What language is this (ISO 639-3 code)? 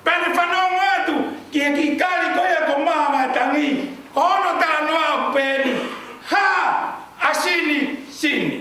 ton